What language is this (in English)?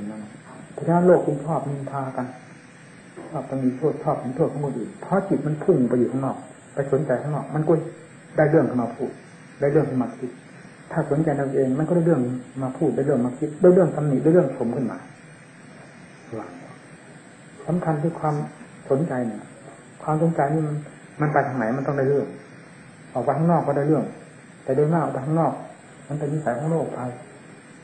Thai